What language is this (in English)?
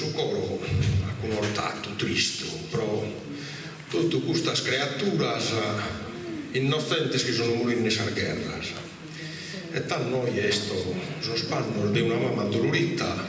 Sardinian